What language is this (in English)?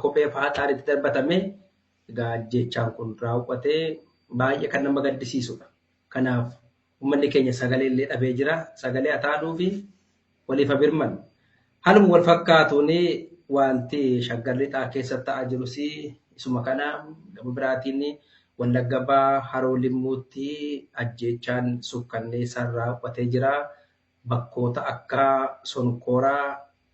Oromo